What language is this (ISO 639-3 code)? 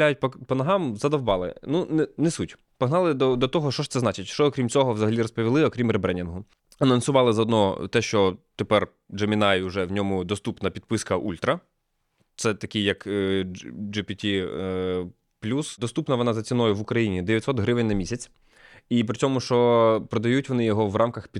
ukr